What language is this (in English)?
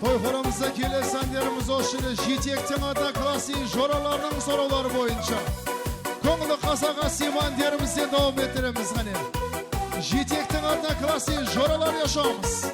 Kara-Kalpak